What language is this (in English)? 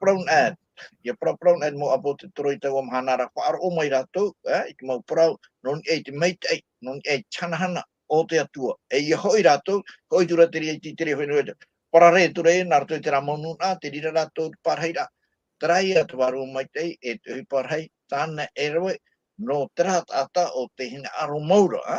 Tahitian